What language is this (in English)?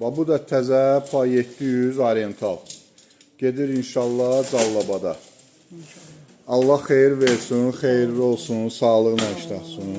Azerbaijani